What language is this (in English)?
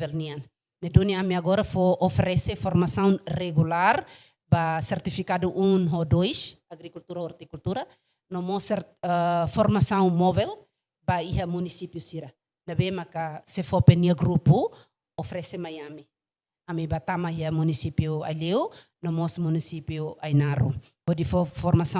Tetum